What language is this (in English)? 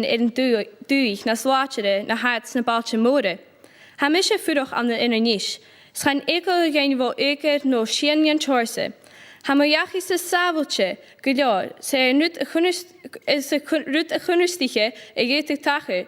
Scottish Gaelic